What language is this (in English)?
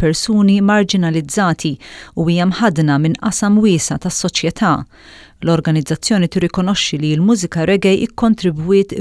Maltese